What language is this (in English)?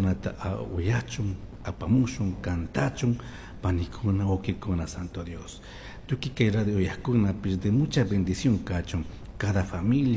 Chimborazo Highland Quichua